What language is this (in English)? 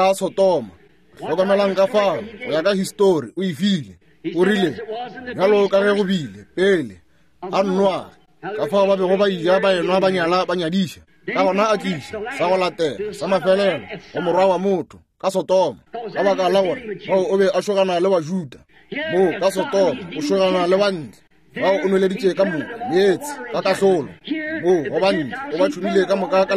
Northern Sotho